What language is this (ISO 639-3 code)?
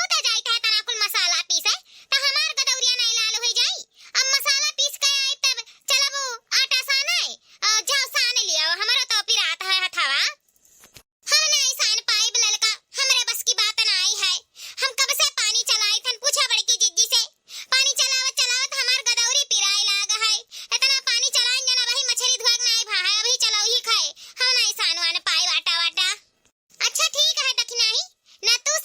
awa